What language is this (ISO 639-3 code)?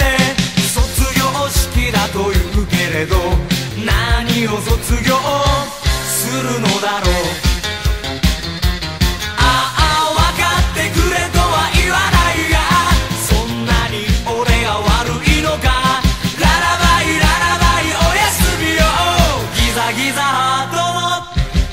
jpn